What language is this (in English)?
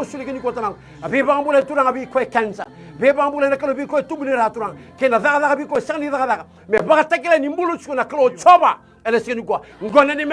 Fijian